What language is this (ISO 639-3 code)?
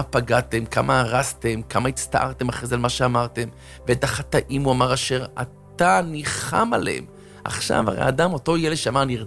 heb